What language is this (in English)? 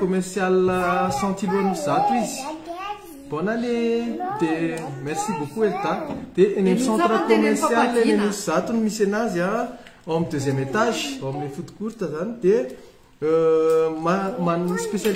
Malagasy